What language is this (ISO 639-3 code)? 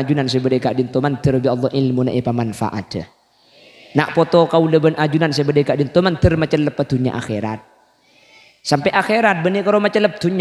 mad